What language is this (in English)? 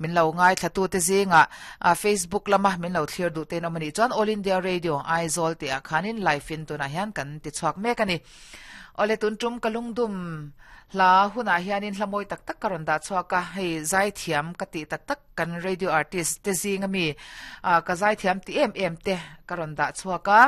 Mizo